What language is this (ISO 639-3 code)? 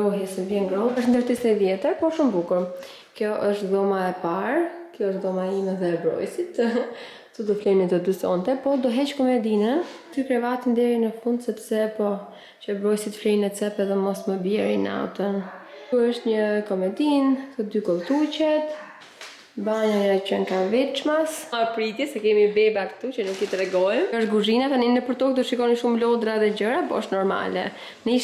sqi